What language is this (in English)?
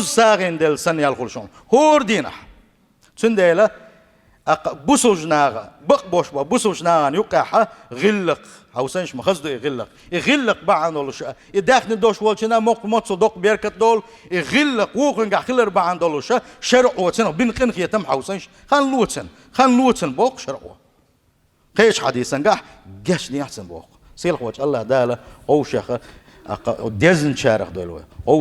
Chechen